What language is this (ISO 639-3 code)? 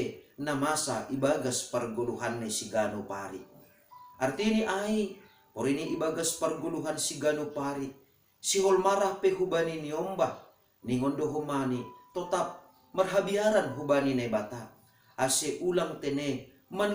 bts